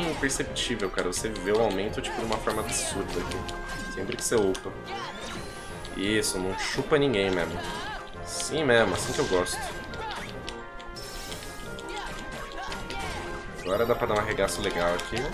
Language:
Portuguese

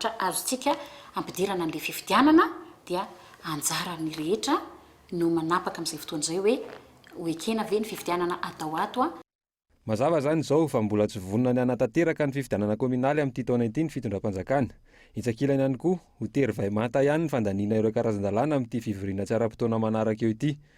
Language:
Malagasy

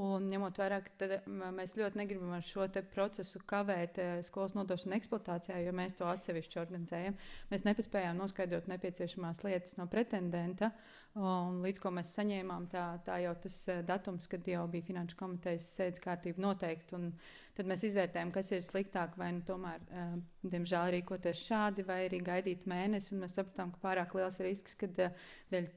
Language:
Latvian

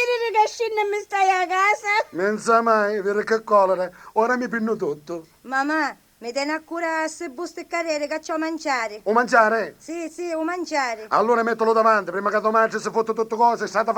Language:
Sicilian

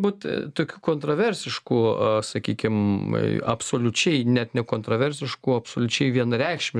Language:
Lithuanian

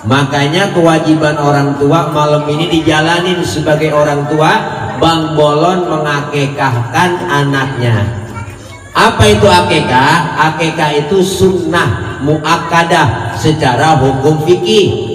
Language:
Betawi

